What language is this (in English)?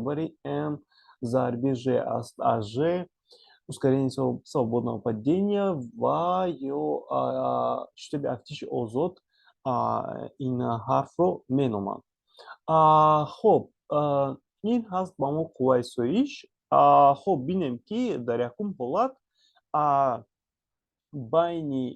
Tajik